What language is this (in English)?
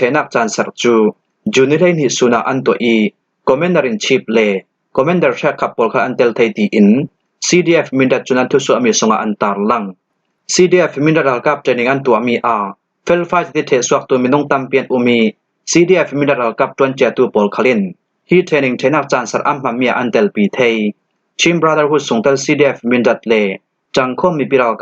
Falam Chin